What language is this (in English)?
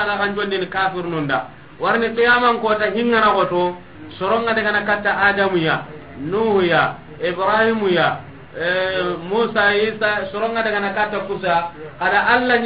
Soninke